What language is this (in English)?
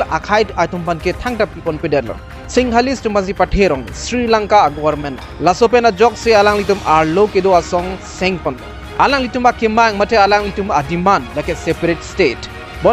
Karbi